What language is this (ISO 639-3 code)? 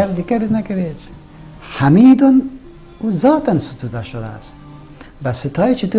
fas